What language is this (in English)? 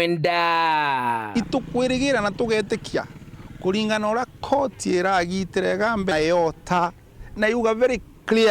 Meru